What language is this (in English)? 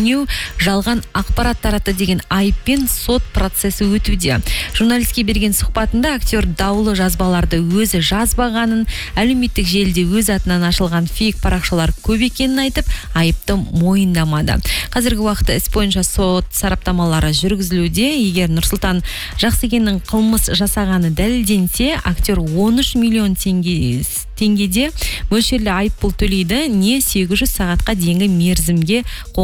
Kazakh